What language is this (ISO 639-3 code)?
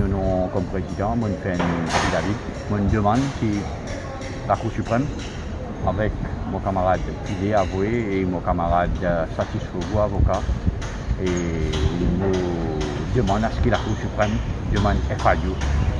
mfe